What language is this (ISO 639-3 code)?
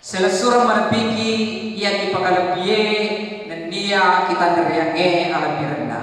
bug